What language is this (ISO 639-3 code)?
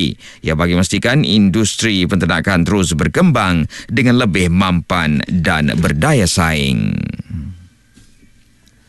msa